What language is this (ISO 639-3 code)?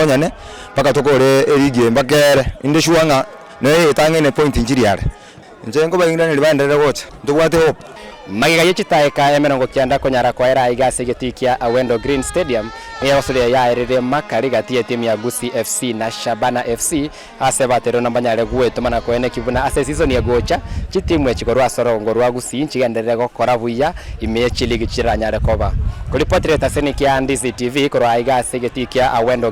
guz